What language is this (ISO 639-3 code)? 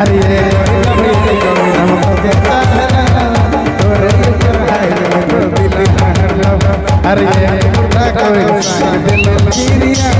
sck